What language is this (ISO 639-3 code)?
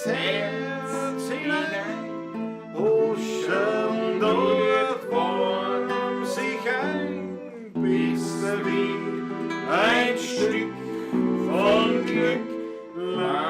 bar